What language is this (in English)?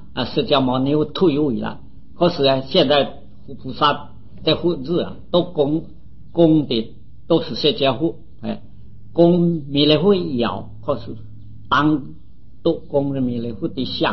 Chinese